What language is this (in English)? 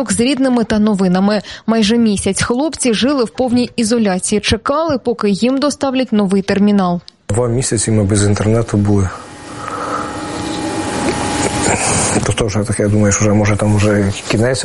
Ukrainian